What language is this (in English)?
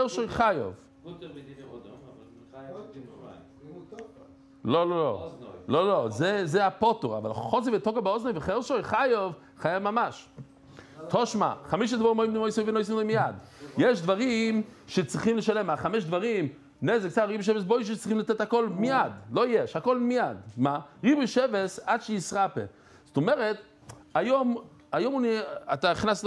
Hebrew